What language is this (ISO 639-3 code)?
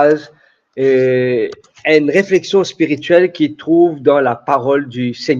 mfe